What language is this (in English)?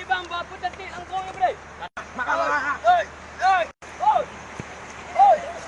Achinese